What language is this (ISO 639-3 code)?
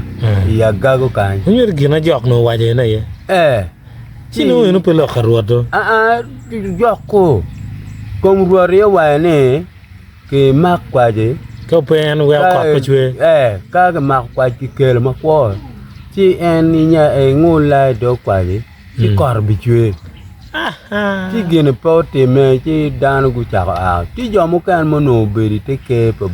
ach